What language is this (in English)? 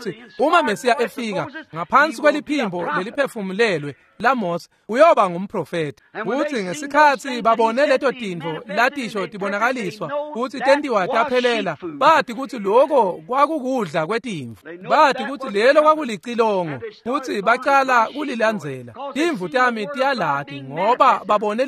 Swati